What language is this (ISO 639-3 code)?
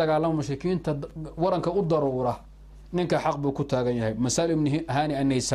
som